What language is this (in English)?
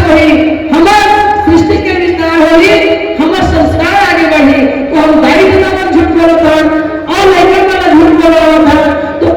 Chhattisgarhi